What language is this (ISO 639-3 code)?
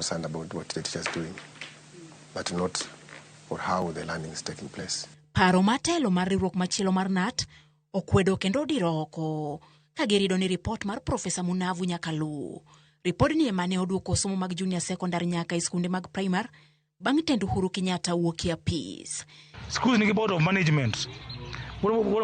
luo